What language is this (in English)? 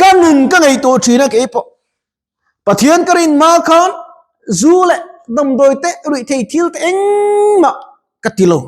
Mizo